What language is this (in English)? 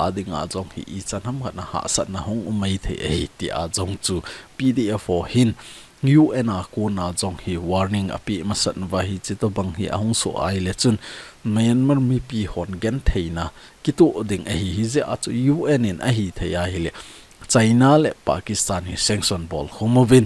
Thado Chin